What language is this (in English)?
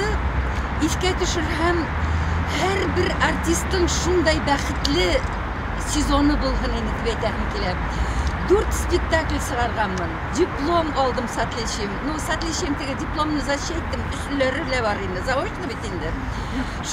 Bashkir